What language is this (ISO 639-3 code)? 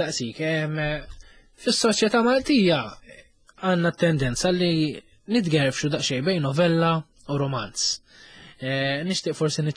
mlt